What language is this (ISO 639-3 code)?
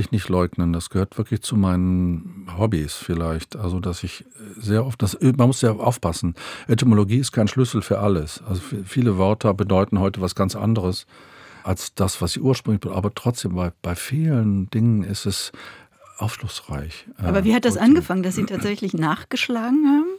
deu